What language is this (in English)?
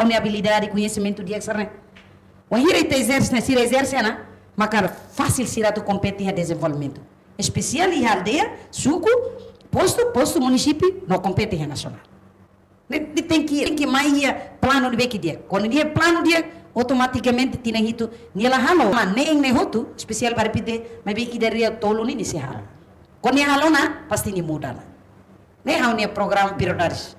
Tetum